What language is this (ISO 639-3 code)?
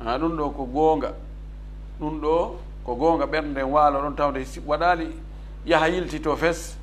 ful